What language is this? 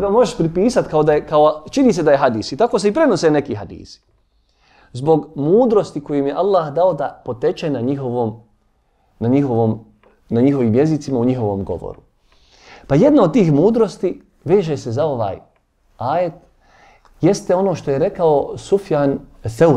Bosnian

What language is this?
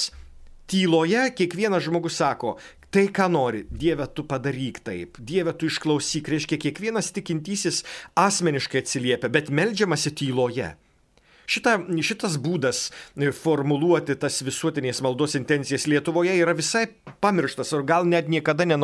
Lithuanian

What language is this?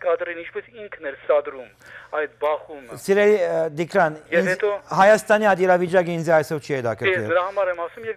Western Armenian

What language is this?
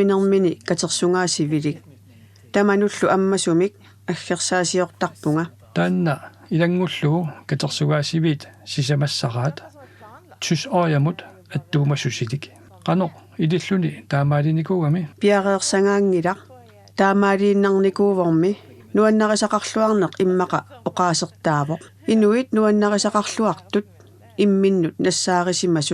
Kalaallisut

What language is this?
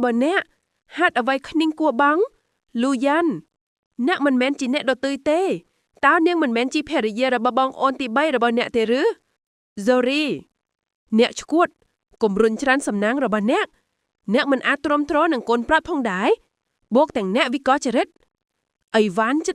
Khmer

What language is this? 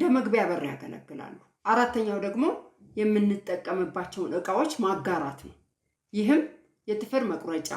Amharic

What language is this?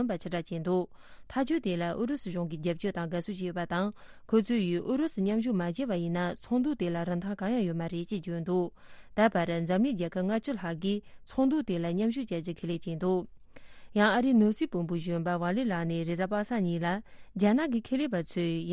Tibetan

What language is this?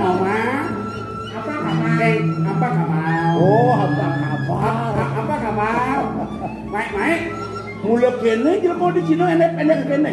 Balinese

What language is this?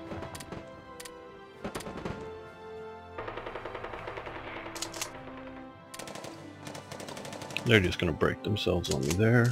English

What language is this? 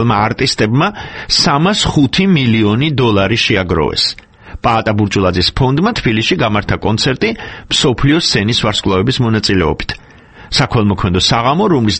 Georgian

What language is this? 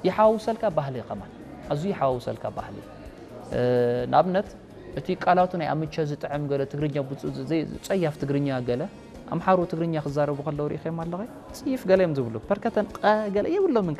Tigrinya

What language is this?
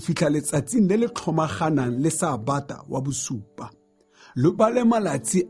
Tswana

